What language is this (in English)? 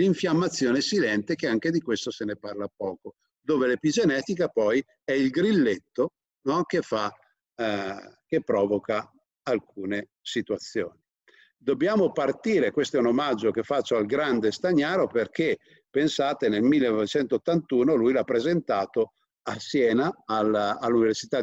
Italian